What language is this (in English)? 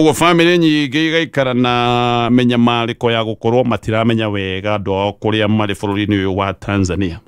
Kikuyu